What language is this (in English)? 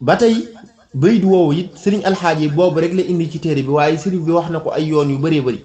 Wolof